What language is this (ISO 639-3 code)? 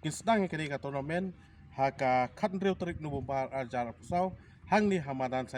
kha